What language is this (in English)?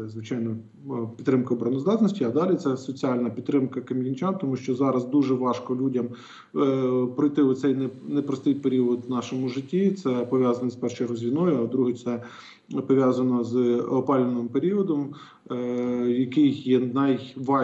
Ukrainian